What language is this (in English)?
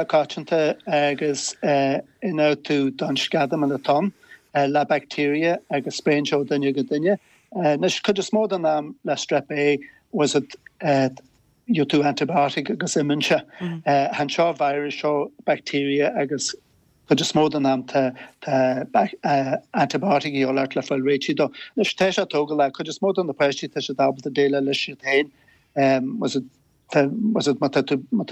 Irish